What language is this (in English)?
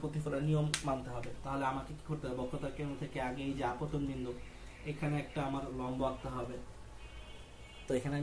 Bangla